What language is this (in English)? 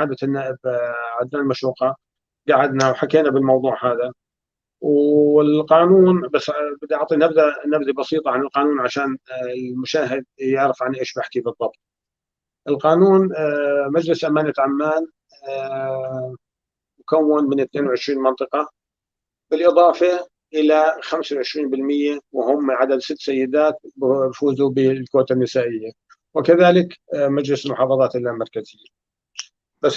North Levantine Arabic